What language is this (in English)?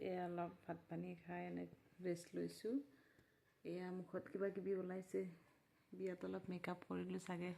Assamese